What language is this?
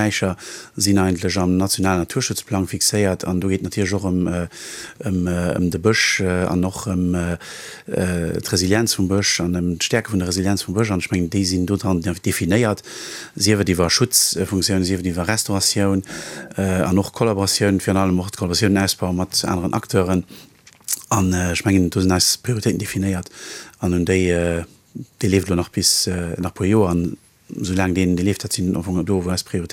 Luxembourgish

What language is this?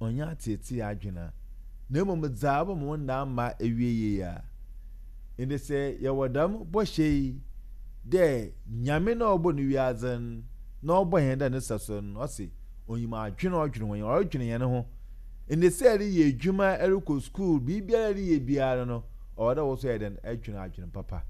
Akan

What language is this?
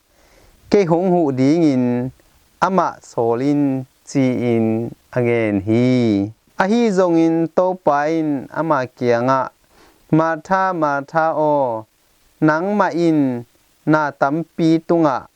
Tedim Chin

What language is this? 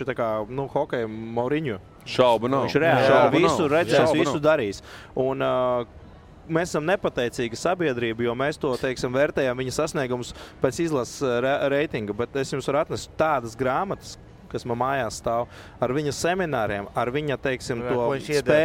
Latvian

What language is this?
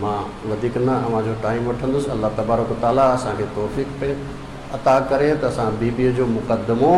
Sindhi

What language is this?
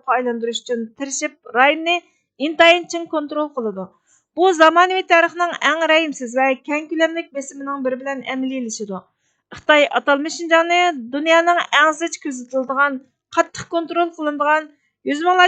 Uyghur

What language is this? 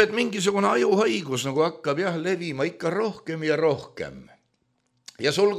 Estonian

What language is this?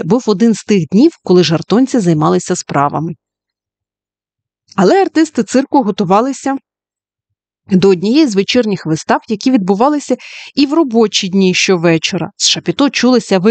Ukrainian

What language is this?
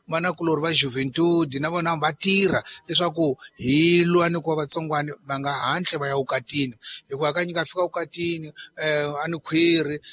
Tsonga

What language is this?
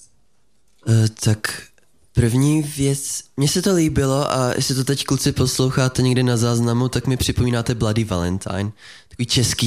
Czech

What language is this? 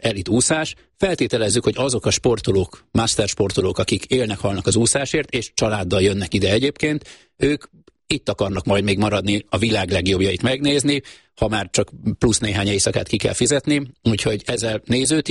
Hungarian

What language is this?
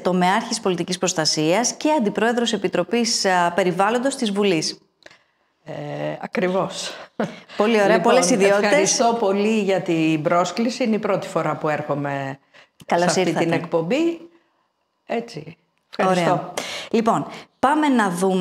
Greek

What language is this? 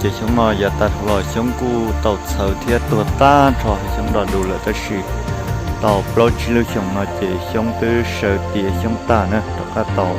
Hmong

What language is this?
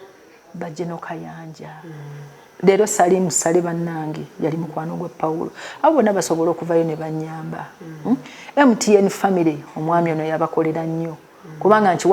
Ganda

